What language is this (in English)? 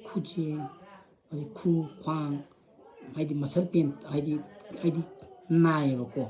Manipuri